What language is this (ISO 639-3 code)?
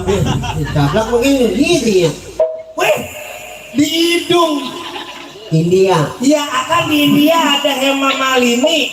bew